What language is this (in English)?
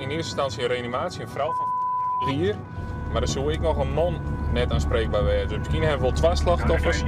Western Frisian